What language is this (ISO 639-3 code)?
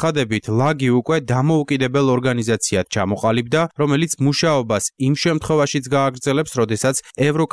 kat